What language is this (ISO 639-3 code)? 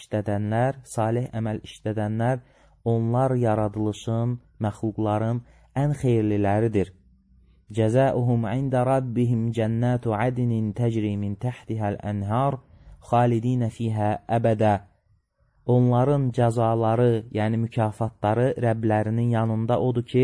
aze